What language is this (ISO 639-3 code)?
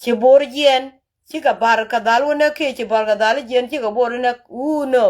nus